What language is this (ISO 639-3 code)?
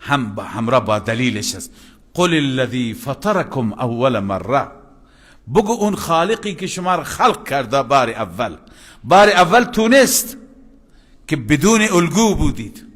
fas